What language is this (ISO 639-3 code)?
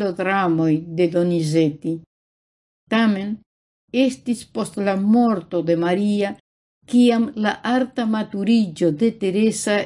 epo